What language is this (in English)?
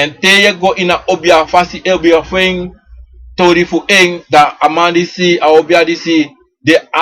Sranan Tongo